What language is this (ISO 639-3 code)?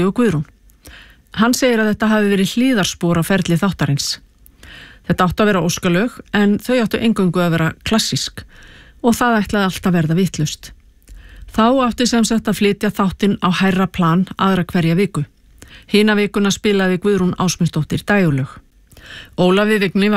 isl